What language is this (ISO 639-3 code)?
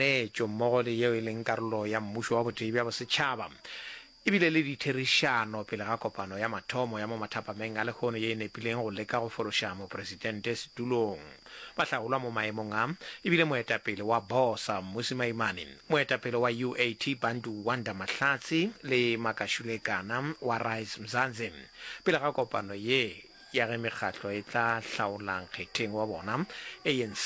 nso